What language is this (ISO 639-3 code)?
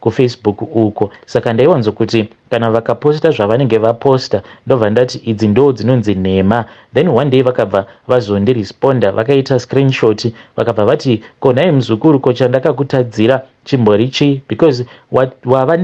sna